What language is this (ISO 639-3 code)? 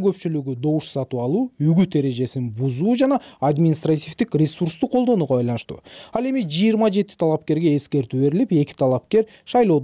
kir